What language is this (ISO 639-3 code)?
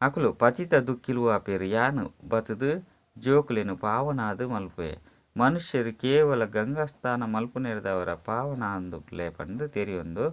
tcy